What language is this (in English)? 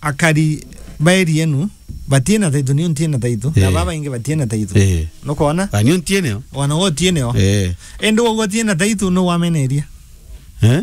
Meru